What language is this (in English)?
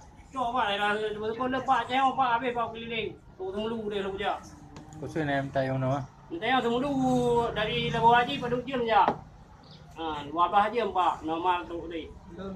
Achinese